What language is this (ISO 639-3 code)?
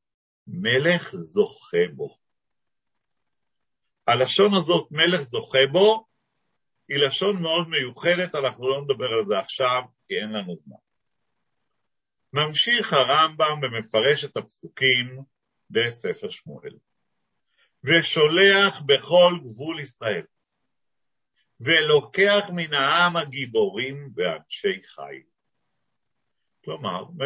heb